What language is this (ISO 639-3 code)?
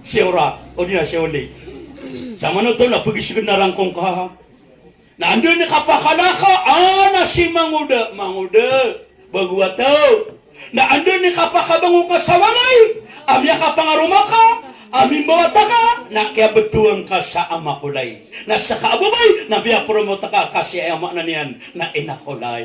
mrw